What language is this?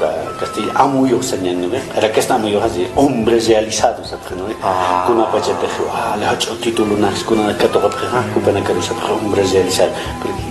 Aymara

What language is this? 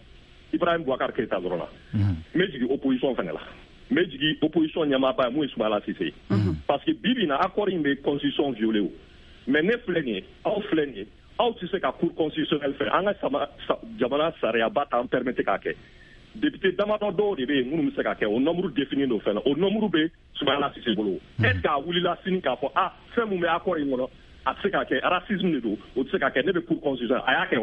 Bambara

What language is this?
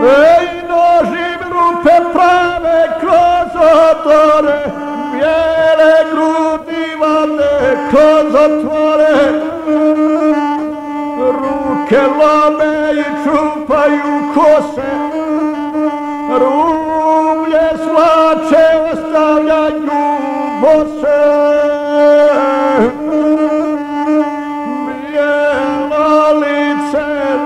Croatian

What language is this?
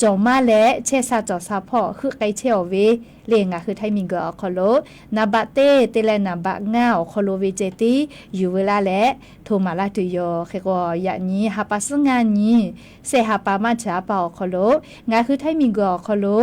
Lahu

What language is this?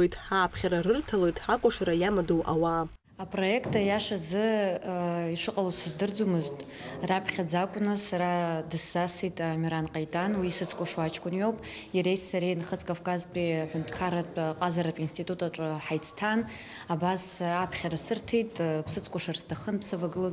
Abkhazian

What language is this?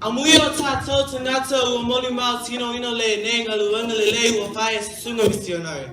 Samoan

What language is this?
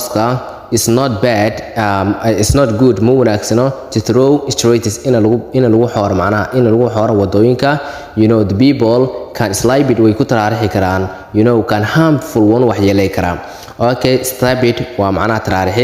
Somali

